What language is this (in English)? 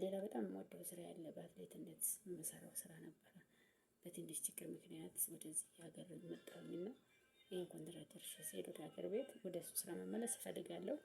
Amharic